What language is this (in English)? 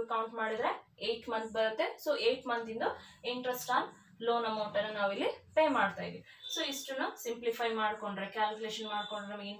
Kannada